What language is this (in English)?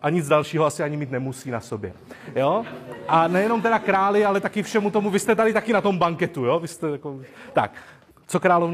Czech